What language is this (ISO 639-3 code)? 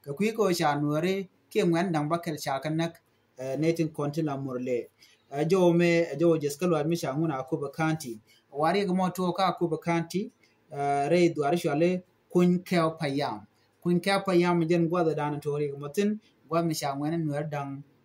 nus